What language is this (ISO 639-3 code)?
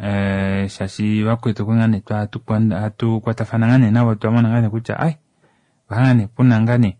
kua